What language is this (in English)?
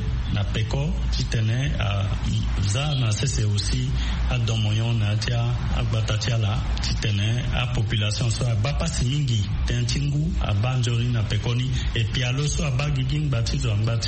Sango